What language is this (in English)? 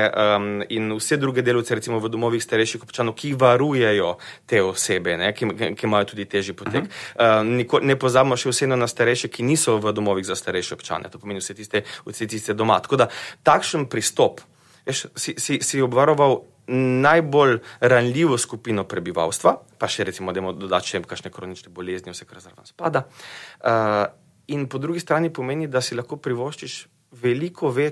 Slovenian